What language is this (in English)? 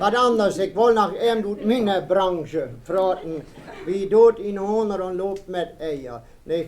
Westphalien